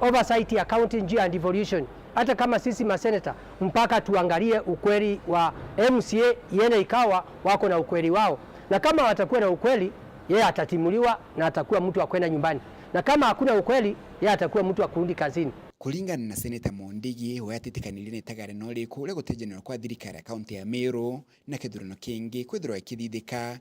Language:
Meru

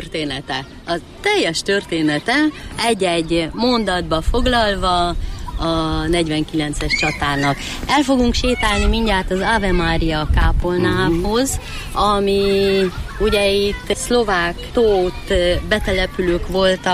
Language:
Hungarian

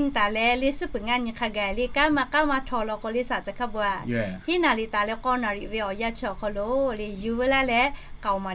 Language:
Lahu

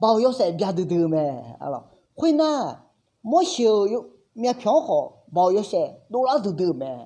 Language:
Akha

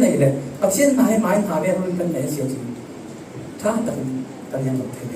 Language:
Falam Chin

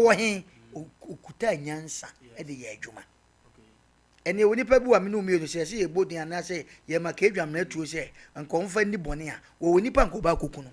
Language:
Akan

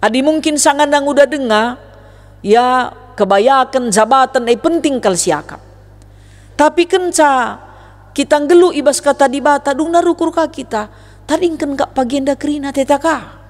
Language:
Batak Karo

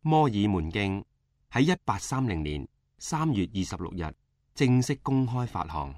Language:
Cantonese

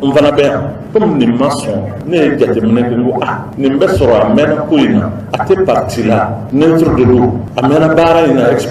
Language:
Bambara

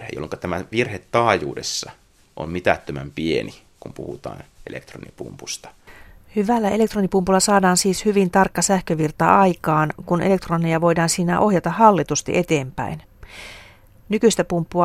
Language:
Finnish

